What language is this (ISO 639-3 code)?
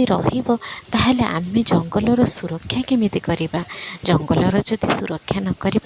ori